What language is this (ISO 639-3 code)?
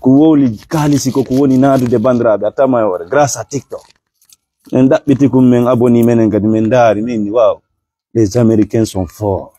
ful